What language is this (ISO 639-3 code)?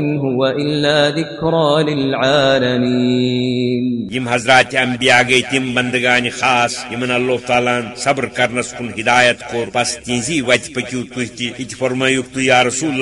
kas